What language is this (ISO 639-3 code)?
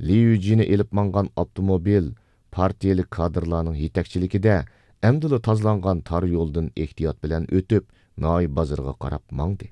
uig